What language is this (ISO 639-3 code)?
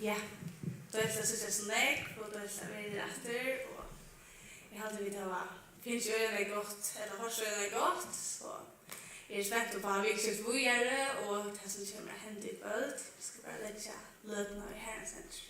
fao